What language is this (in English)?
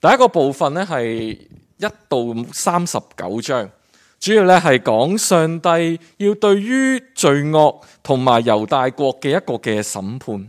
Cantonese